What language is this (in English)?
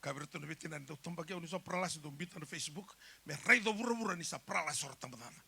Fijian